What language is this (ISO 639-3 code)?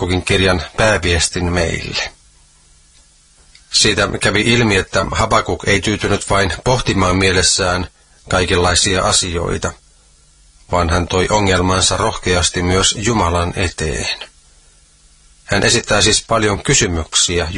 fin